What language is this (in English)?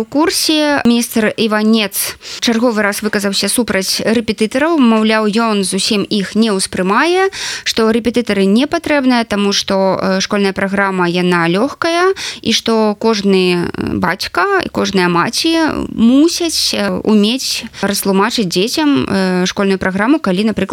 Belarusian